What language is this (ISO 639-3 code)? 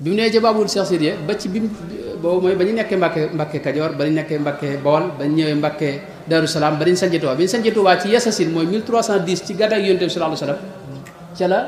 wol